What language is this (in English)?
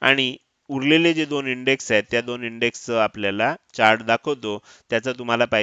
Marathi